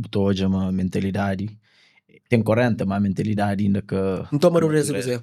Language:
Kabuverdianu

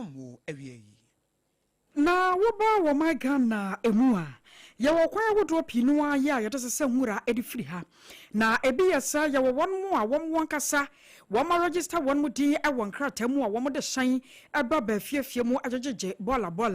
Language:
Akan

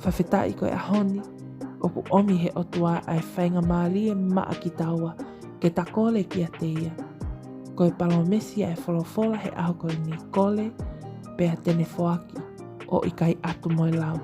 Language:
Tongan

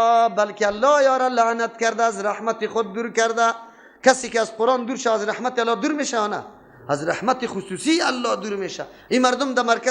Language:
Persian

